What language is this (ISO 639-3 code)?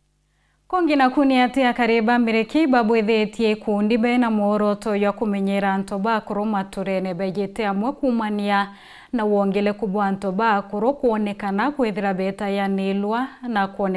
mer